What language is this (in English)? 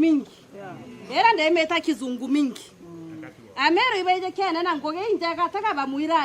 Meru